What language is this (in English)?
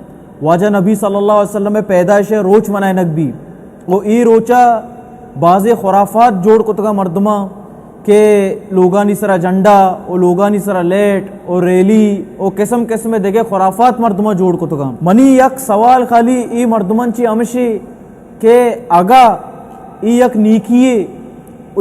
Baluchi